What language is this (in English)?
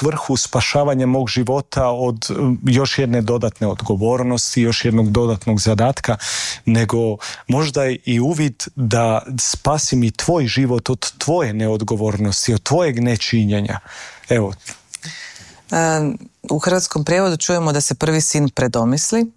Croatian